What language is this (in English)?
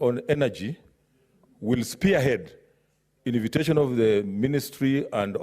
Kikuyu